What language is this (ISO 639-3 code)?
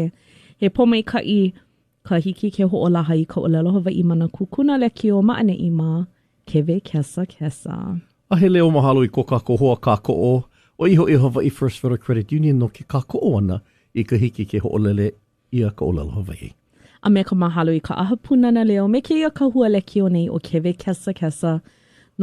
haw